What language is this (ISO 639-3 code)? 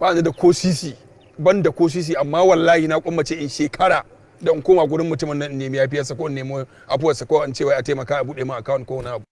hau